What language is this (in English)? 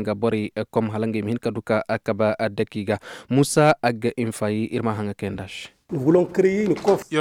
Koyraboro Senni